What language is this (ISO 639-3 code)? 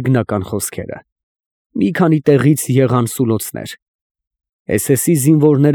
hye